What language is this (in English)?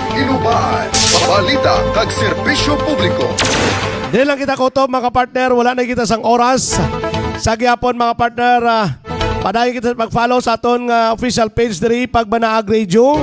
Hiligaynon